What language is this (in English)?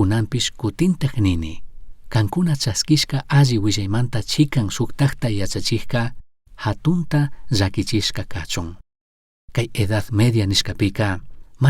Chimborazo Highland Quichua